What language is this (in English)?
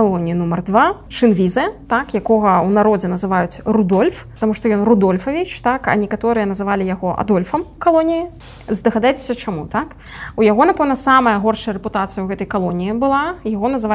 Belarusian